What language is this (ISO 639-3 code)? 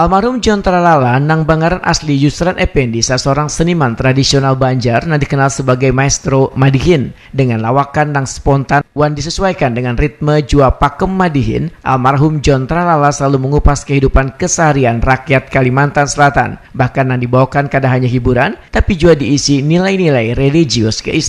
bjn